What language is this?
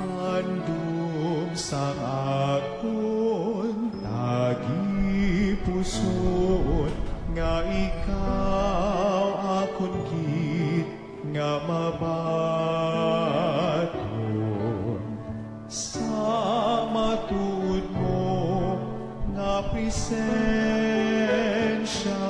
Hiligaynon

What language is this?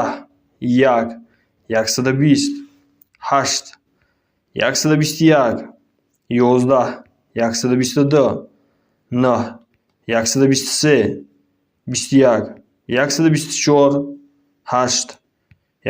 Tajik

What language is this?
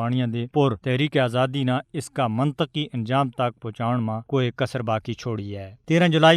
Gujari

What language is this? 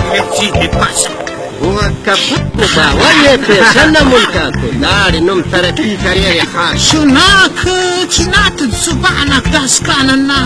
Brahui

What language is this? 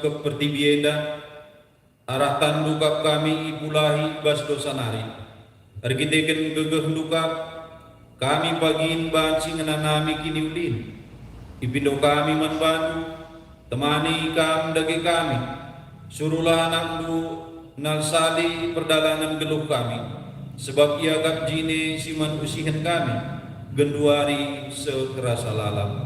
Batak Karo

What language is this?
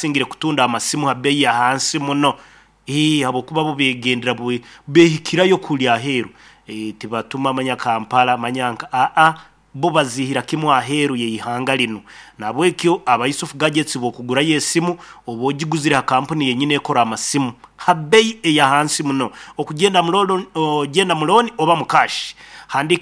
Nyankole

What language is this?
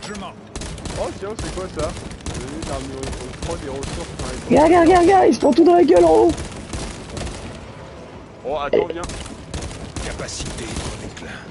French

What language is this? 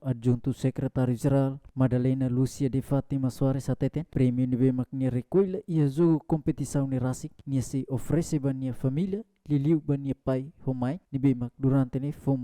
Tetum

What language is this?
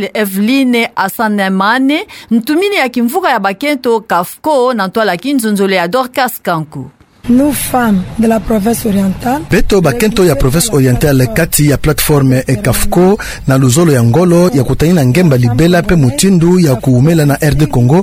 Kituba (Democratic Republic of Congo)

